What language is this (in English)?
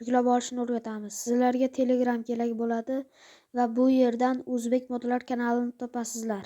Uzbek